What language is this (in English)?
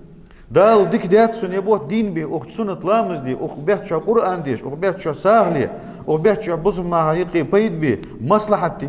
Ingush